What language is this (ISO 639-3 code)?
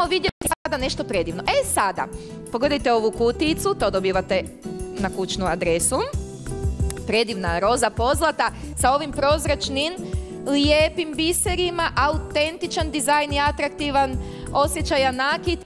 hrv